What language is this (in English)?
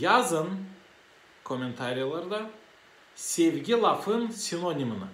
Gagauz